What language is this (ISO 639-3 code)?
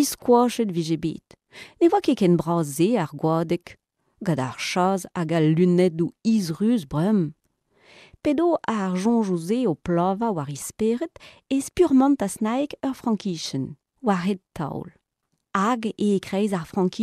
bre